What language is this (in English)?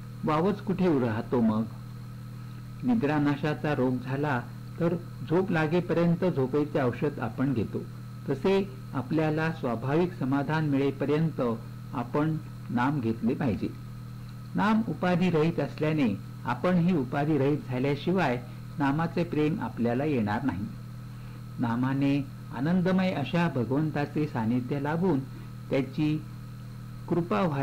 Marathi